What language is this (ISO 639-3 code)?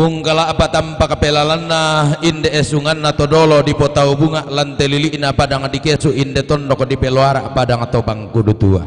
sda